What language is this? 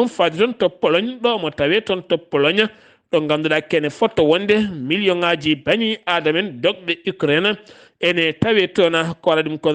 Fula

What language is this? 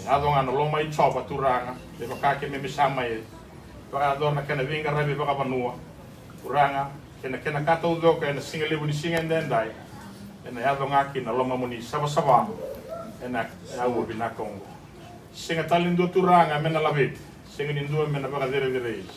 Fijian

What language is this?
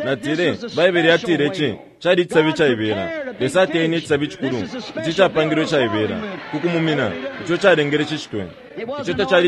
Bemba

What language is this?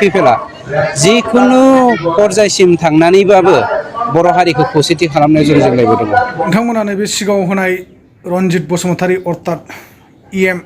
Bodo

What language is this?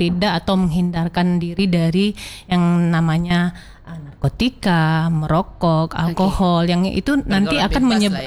Indonesian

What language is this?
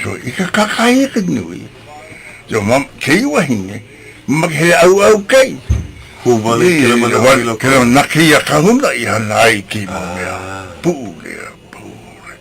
Hawaiian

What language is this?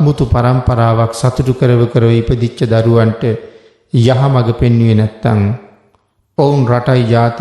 Sinhala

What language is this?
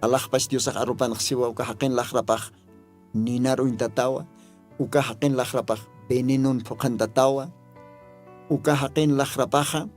Aymara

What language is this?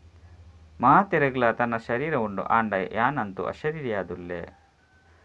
Tulu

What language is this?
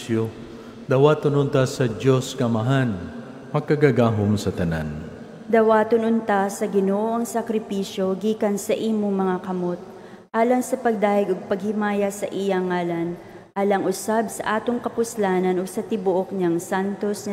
Cebuano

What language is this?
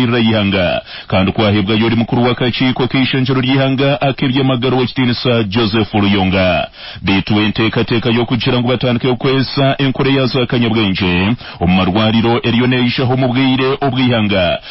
Nyankole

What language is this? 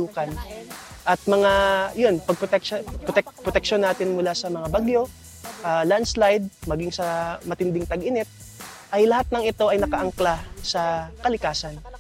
Filipino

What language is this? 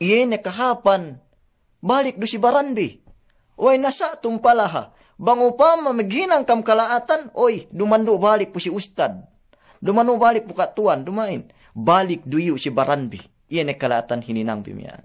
Yakan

